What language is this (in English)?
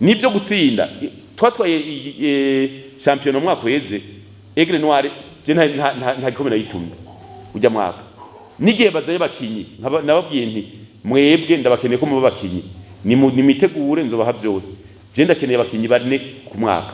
Rundi